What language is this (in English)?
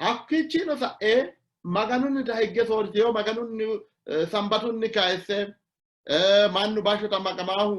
Sidamo